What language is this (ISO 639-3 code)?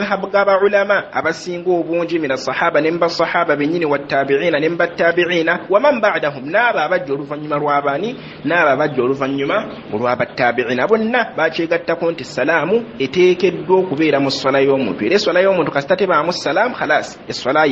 lug